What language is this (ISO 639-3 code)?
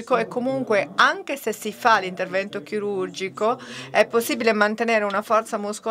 ita